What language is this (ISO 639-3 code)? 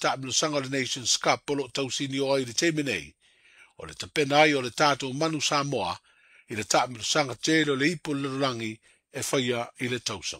smo